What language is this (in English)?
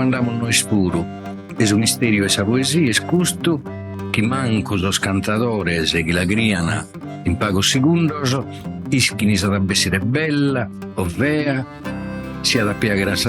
Sardinian